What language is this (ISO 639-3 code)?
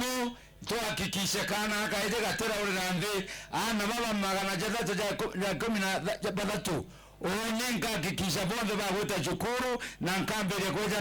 mer